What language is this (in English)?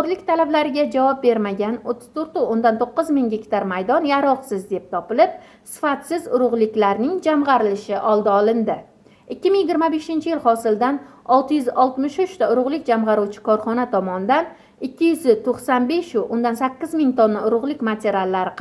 Uzbek